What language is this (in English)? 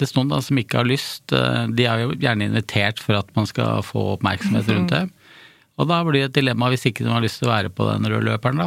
Norwegian